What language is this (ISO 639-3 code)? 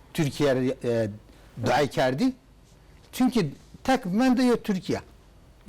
zza